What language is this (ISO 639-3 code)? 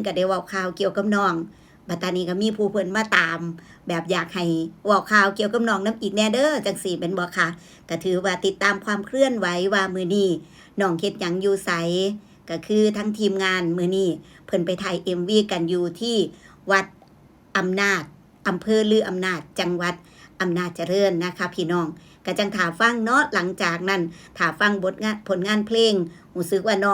tts